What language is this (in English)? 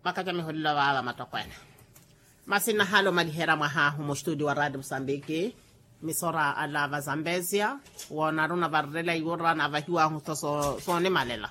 Makhuwa